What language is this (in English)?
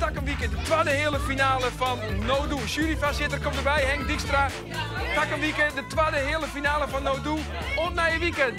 Western Frisian